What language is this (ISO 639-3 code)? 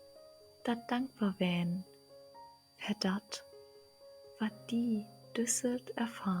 nds